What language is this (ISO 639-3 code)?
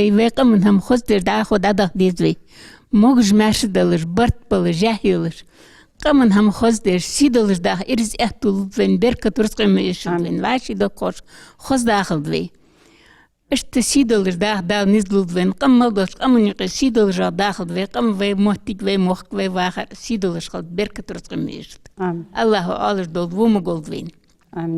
inh